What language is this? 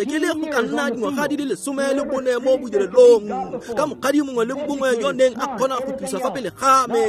Tswana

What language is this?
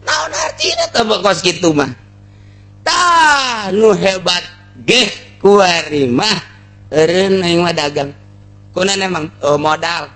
Sundanese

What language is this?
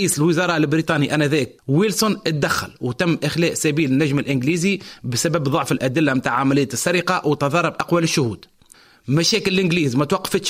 Tunisian Arabic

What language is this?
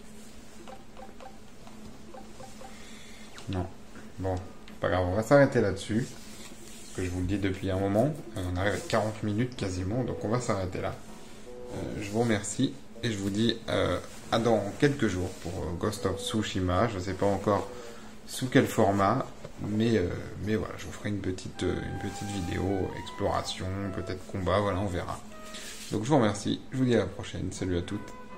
French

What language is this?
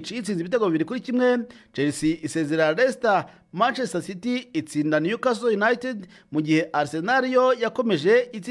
Kinyarwanda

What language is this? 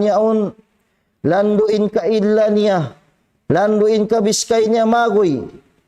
Tausug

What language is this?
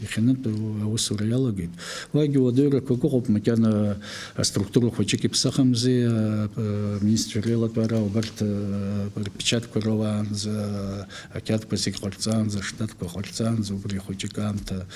Abkhazian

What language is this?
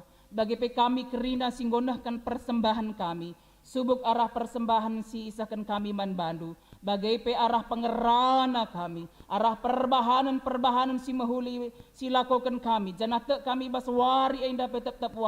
Batak Karo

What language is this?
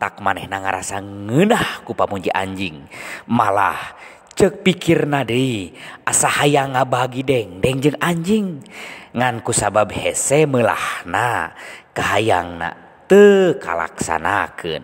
Sundanese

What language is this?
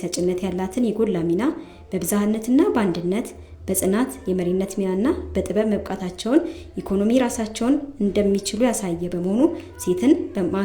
Amharic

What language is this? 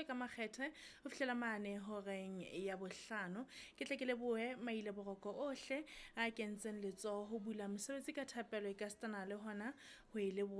Southern Sotho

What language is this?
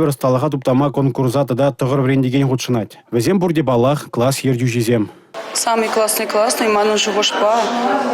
Chuvash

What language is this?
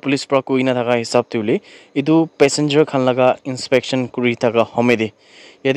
Naga Pidgin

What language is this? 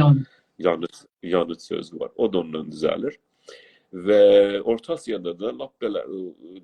South Azerbaijani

